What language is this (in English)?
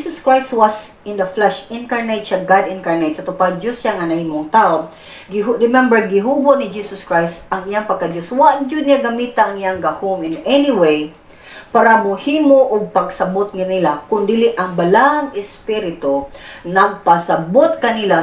Cebuano